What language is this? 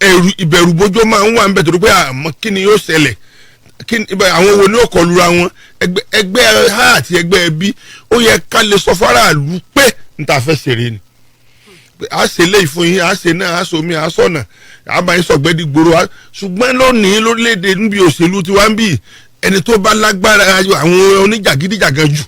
Yoruba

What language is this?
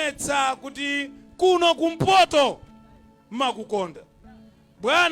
Nyanja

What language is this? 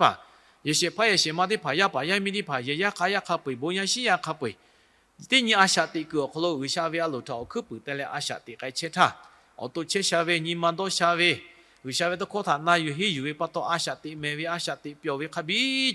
Lahu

